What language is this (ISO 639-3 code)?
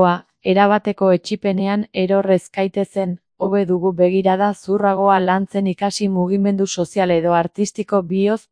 eus